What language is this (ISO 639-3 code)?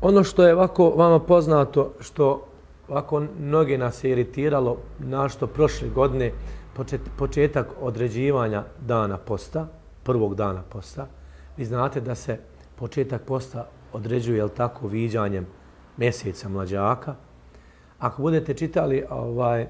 bos